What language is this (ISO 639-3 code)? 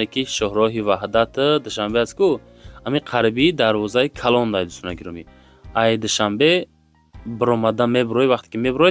tgk